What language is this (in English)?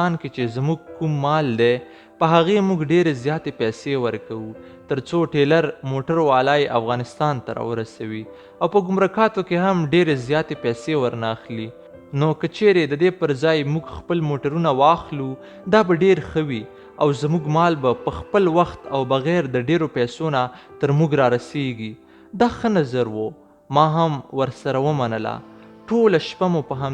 Pashto